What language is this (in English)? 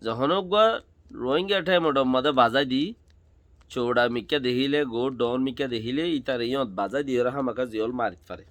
Rohingya